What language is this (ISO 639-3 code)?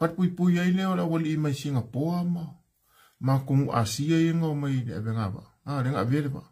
smo